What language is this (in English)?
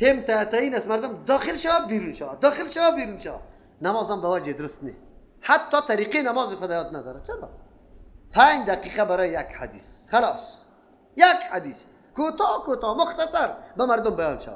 Persian